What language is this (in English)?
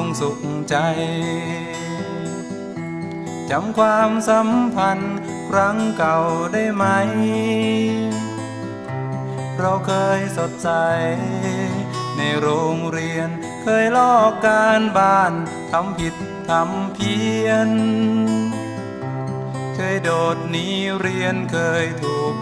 Thai